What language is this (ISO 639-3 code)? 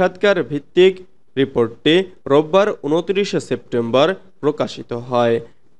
ben